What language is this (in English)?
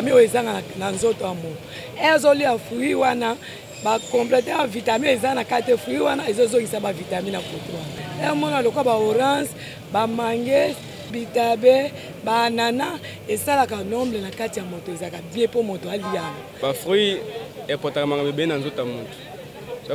Lingala